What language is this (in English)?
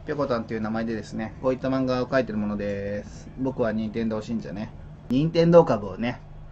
Japanese